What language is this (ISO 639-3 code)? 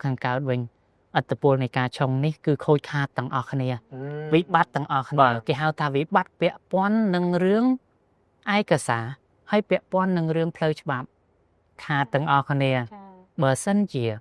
khm